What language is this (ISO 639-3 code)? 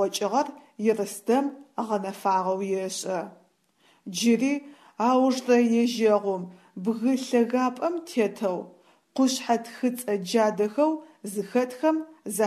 ady